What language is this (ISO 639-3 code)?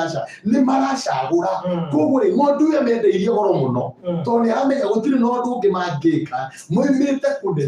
kik